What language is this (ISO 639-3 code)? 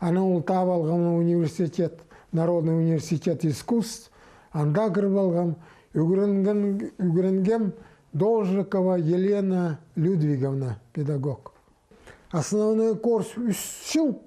kjh